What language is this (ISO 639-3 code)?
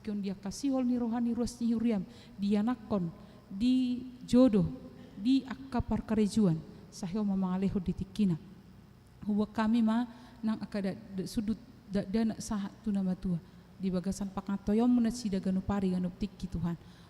bbc